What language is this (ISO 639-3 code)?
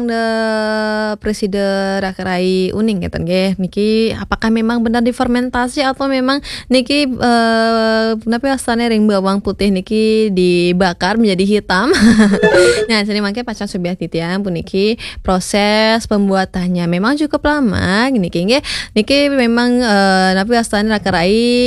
ban